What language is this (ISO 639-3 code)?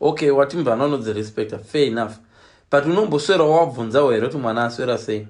sna